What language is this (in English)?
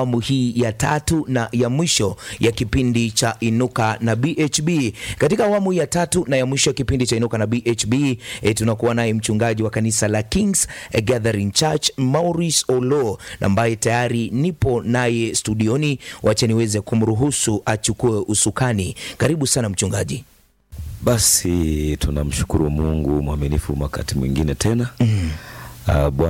Swahili